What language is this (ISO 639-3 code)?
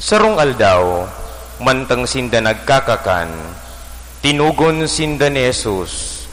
bik